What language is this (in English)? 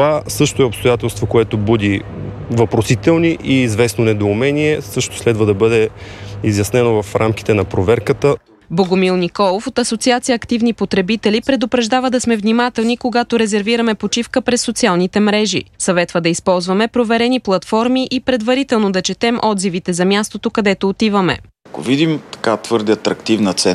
Bulgarian